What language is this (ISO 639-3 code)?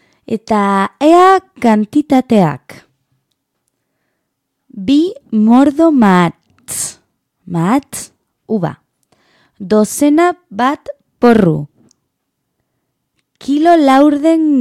eus